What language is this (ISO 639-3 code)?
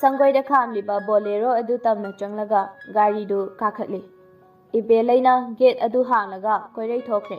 mni